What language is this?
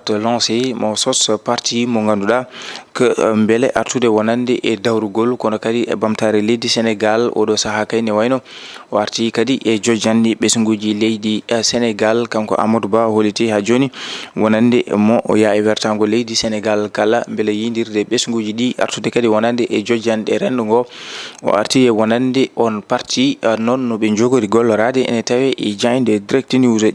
Fula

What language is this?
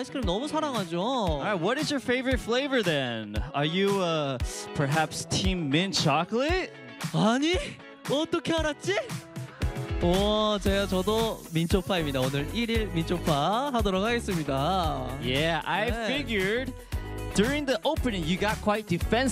Korean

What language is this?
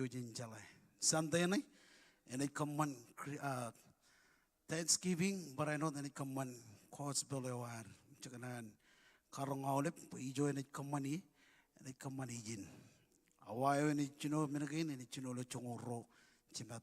Marshallese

